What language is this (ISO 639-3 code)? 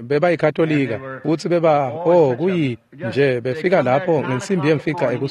ssw